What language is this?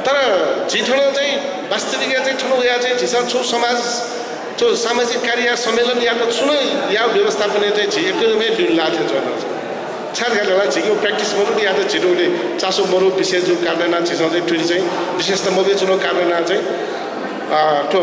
Newari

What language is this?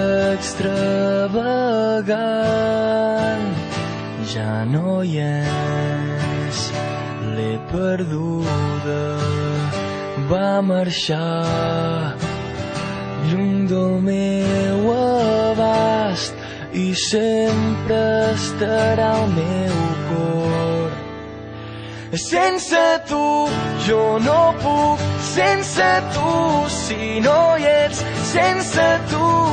Catalan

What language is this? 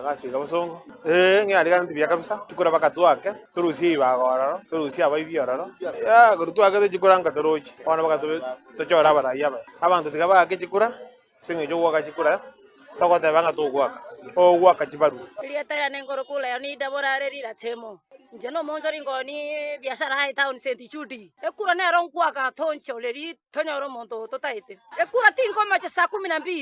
Gusii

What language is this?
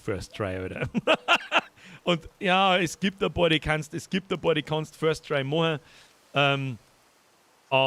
Bavarian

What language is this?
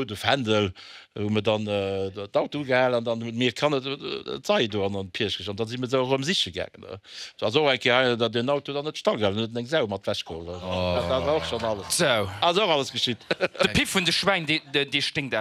Luxembourgish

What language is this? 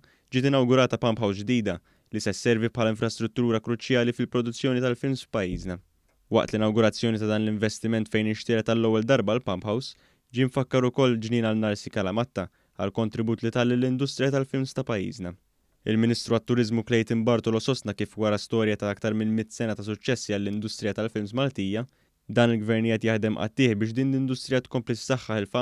Maltese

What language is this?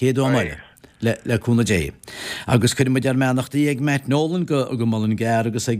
Irish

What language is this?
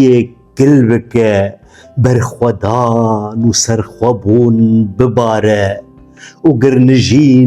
Kurdish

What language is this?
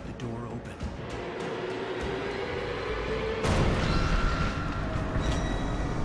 English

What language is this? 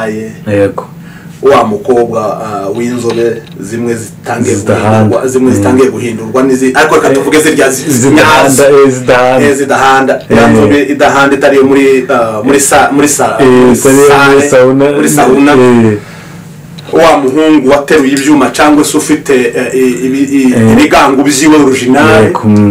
Kinyarwanda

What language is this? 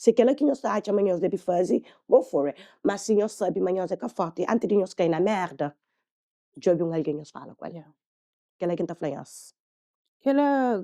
Kabuverdianu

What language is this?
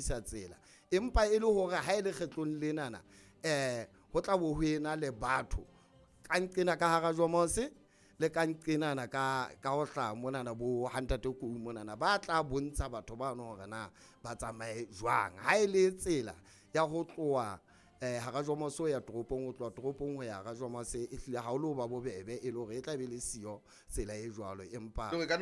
Southern Sotho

